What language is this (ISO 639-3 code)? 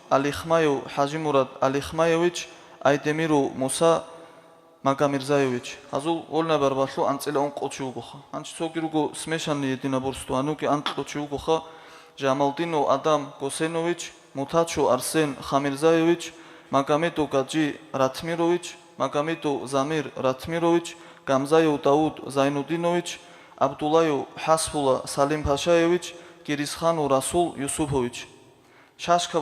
ava